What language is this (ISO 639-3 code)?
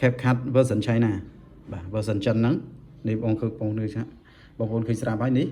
khm